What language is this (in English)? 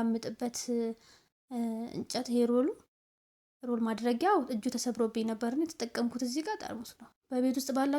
Amharic